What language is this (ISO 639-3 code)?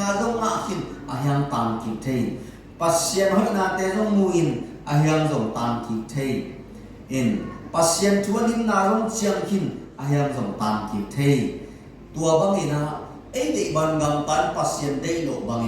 ctd